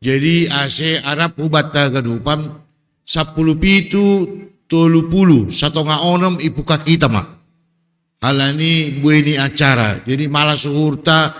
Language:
Batak Simalungun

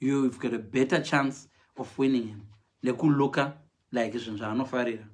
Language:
Shona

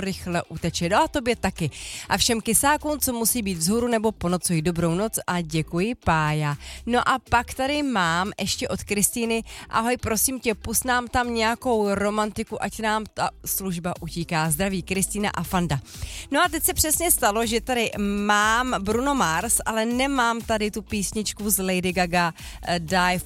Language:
Czech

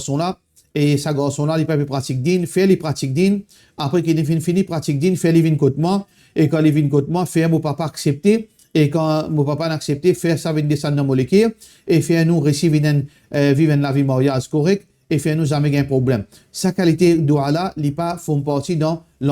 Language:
Morisyen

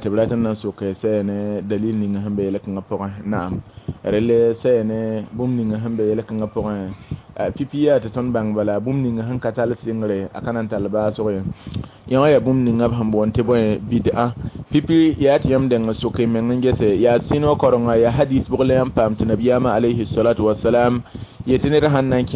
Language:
Mossi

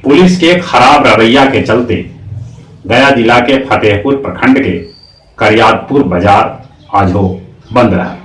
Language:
Magahi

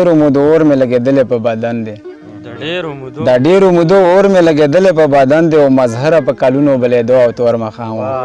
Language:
Pashto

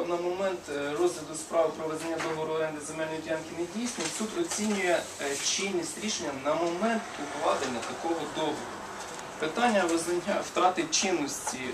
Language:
Ukrainian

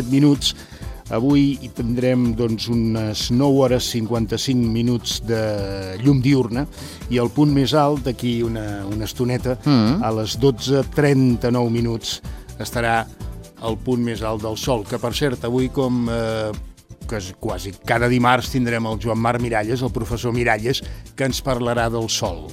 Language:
Catalan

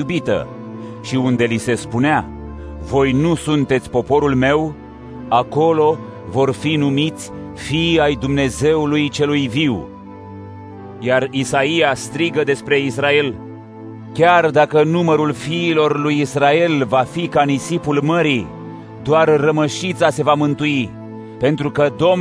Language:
Romanian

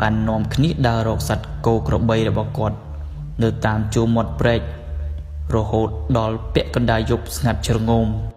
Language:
Khmer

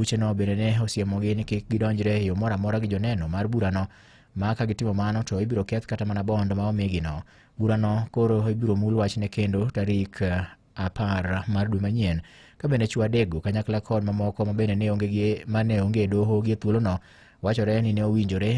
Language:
Luo (Kenya and Tanzania)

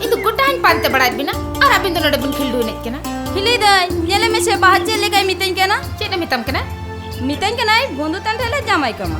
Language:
Santali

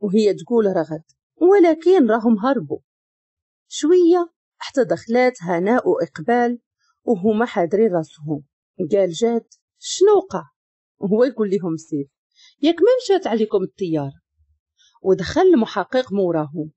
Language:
Moroccan Arabic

